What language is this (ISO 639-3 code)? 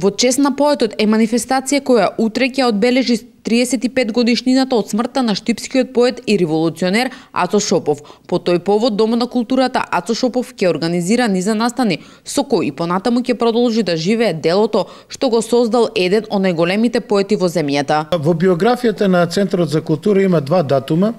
mkd